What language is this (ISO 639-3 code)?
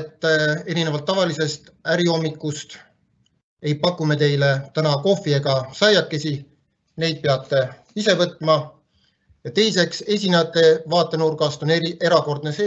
est